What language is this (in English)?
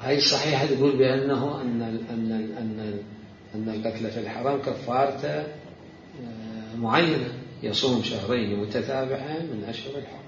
Mesopotamian Arabic